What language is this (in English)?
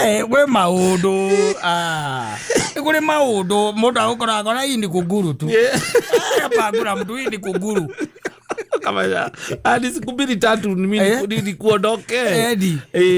Kikuyu